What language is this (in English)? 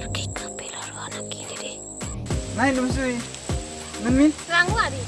Batak Karo